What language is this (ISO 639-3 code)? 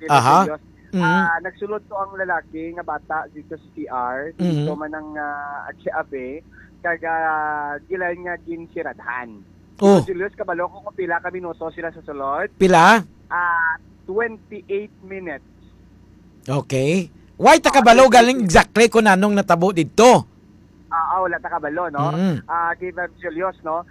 hil